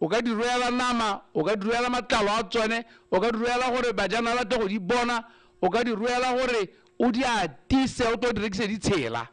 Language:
Tswana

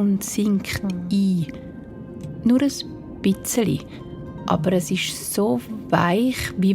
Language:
Swiss German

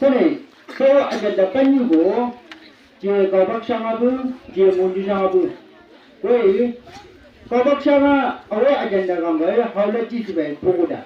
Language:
Chang Naga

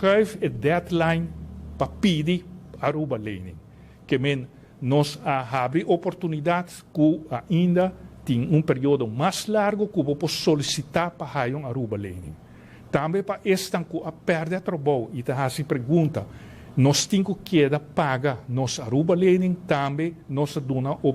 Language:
Papiamento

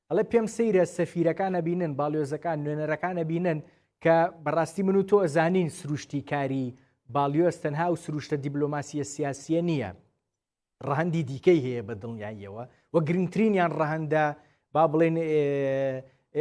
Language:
Central Kurdish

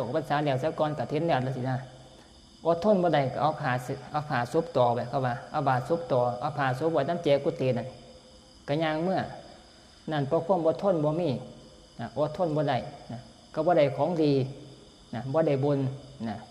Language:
Northeastern Thai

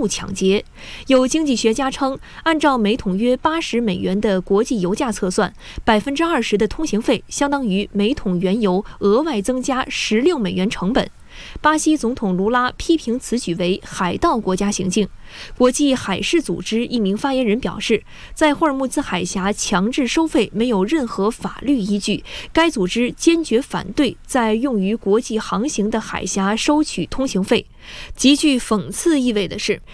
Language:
Chinese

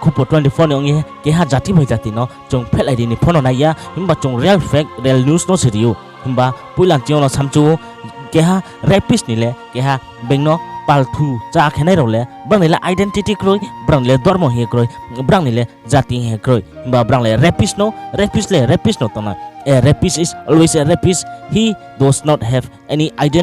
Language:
Riang (India)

